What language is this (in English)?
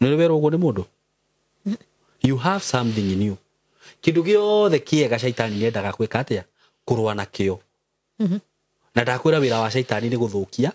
Kikuyu